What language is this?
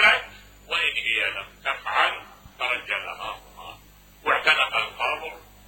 Mesopotamian Arabic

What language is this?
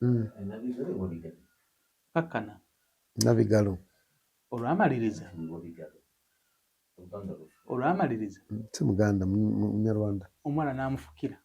Ganda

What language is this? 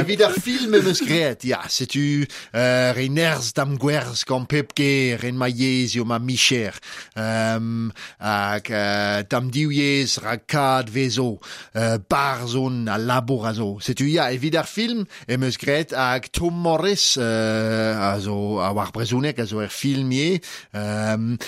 Breton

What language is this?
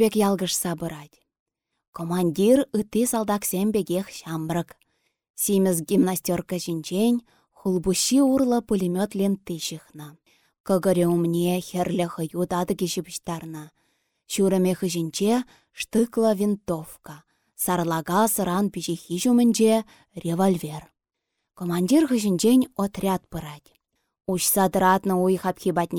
Chuvash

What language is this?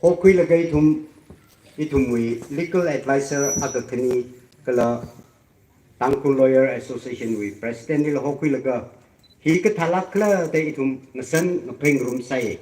Tangkhul Naga (India)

